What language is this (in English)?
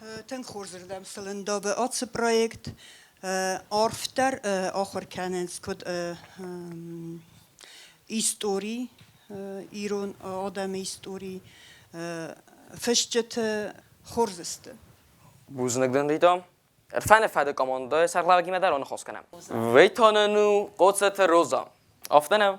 Ossetic